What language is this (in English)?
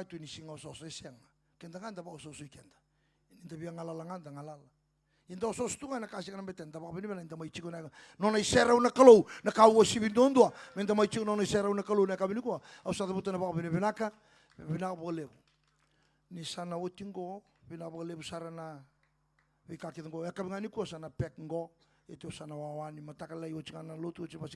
Fijian